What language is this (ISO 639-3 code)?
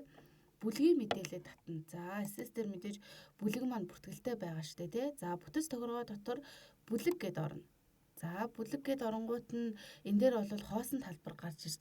mon